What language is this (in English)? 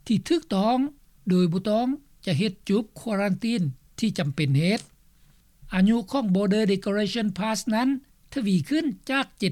Lao